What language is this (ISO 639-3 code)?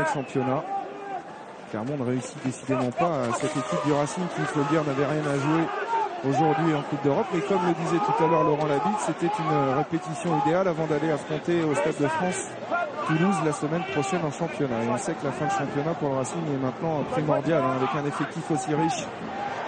fra